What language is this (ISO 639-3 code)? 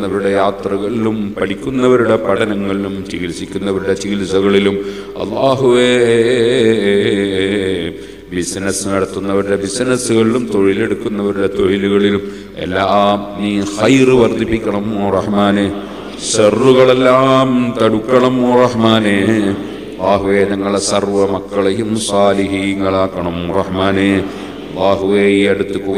mal